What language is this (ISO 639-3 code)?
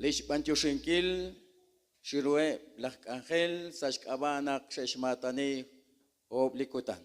kek